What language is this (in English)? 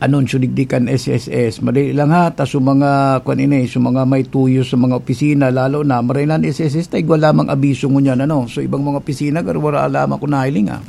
Bikol